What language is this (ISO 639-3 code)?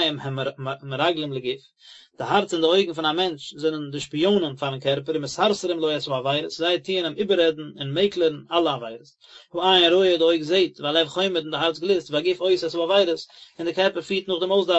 yid